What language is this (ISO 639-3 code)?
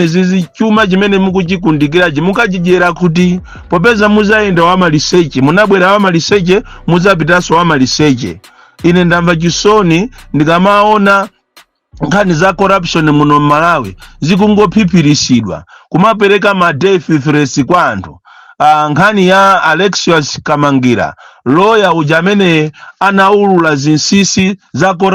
nya